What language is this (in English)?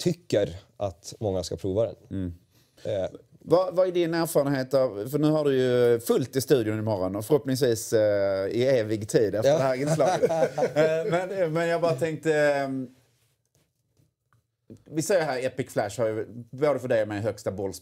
Swedish